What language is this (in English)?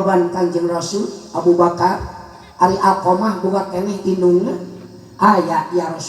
Sundanese